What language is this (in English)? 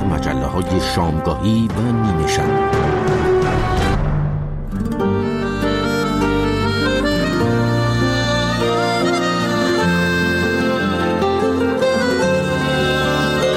Persian